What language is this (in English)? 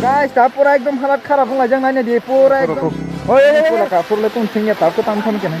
Kok Borok